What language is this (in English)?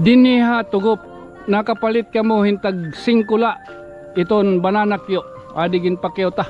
Waray